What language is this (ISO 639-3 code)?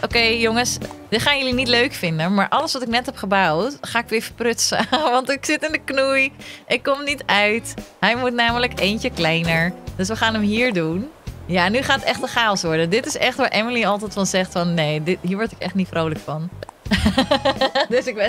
nld